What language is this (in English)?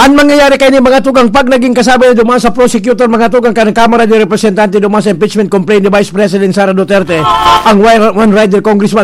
Bikol